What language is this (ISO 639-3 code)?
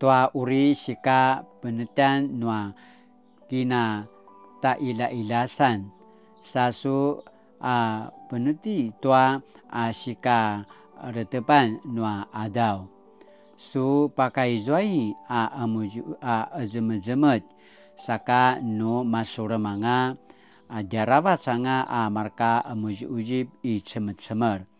pwn